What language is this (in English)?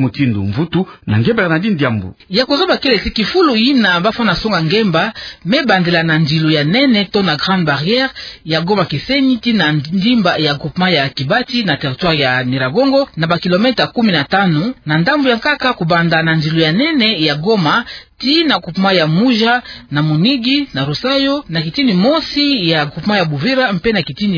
Kituba (Democratic Republic of Congo)